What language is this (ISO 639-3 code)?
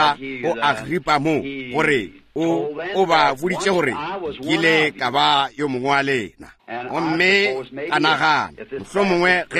nso